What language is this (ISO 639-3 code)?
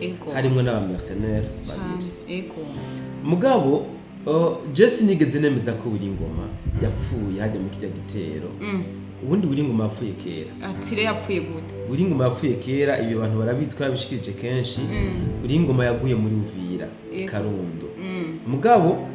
run